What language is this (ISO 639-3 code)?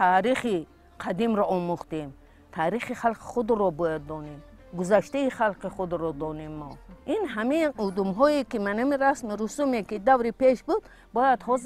tgk